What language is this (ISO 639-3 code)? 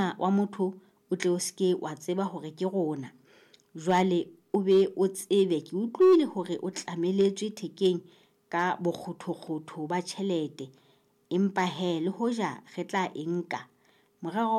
sot